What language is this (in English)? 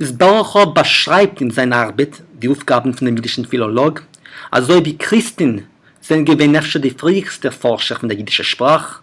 Yiddish